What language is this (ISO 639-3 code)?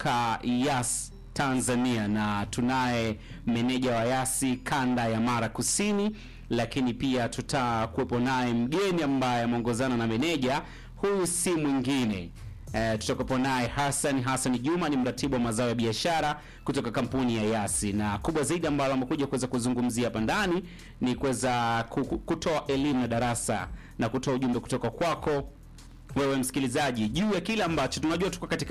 swa